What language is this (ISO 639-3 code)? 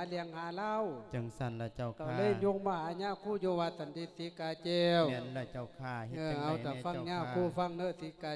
lao